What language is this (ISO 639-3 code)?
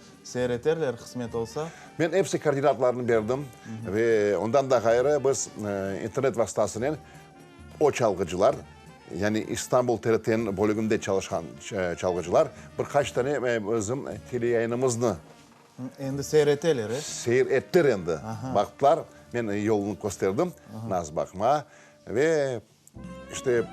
crh